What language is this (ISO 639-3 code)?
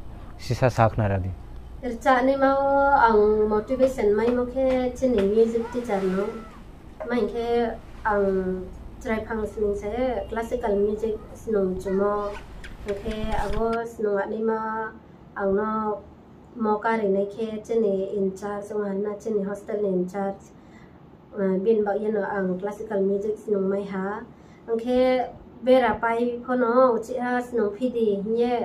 ria